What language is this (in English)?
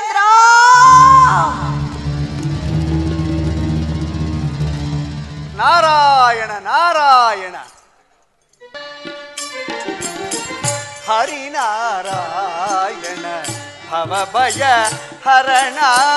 Kannada